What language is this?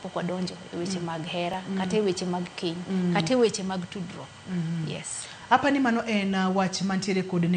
Luo (Kenya and Tanzania)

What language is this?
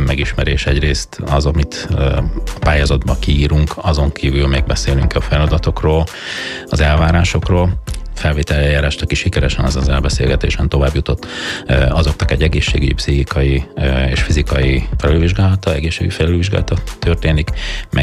Hungarian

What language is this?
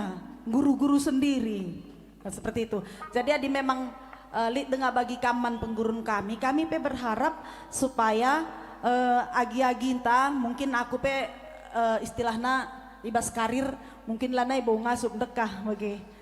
Batak Karo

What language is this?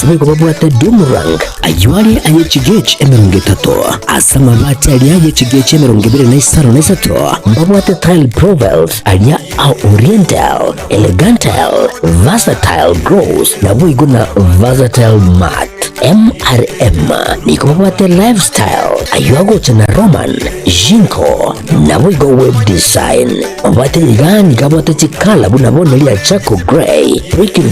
Gusii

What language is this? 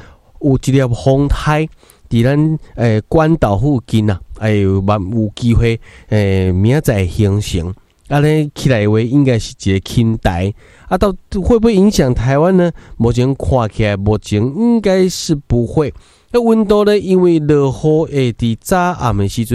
Min Nan Chinese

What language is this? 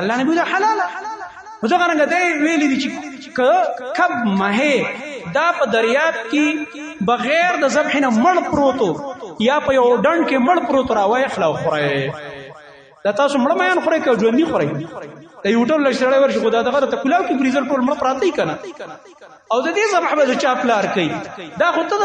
Pashto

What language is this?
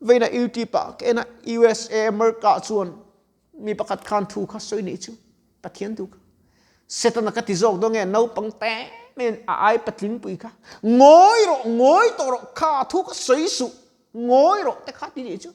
Mizo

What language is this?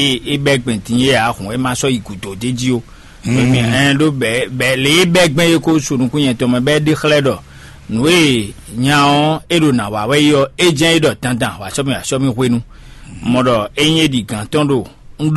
Fon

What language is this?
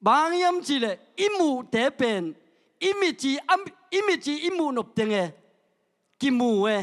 Tedim Chin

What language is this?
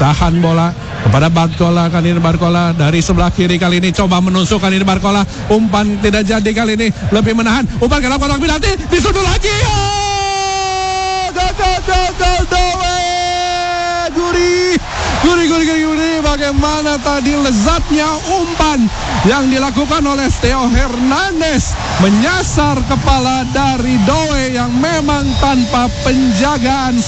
Indonesian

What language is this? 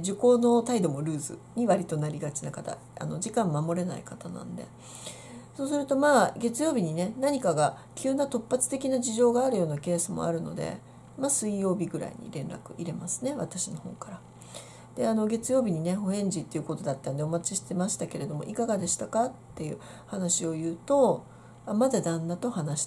Japanese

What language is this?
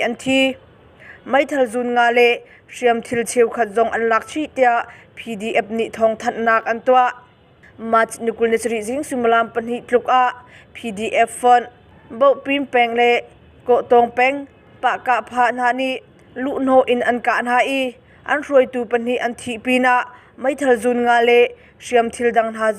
Hakha Chin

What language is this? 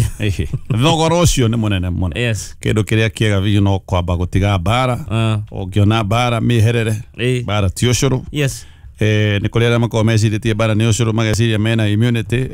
Kikuyu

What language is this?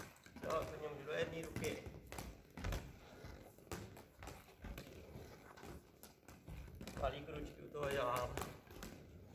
Czech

